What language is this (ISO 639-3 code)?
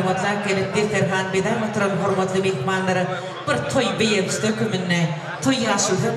tuk